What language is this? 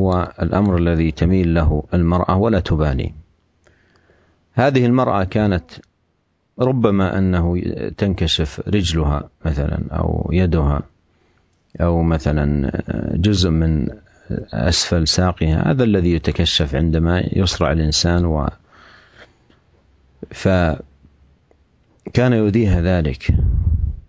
Arabic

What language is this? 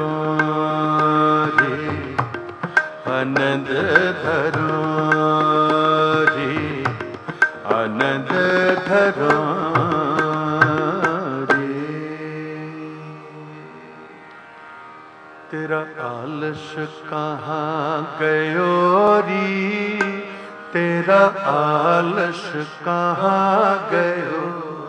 Punjabi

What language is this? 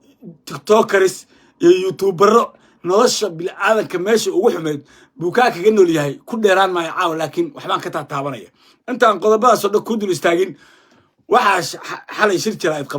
Somali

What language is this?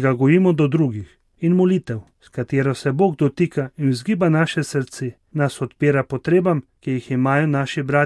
Slovenian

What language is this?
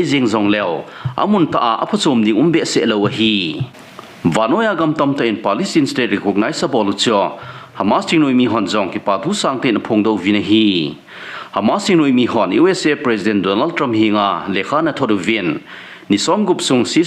Thado Chin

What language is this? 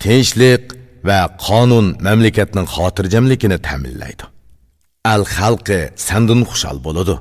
Uzbek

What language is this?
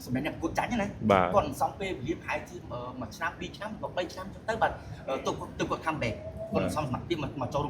Khmer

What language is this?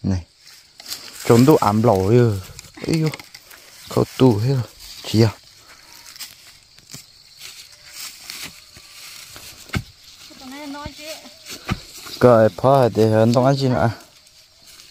Vietnamese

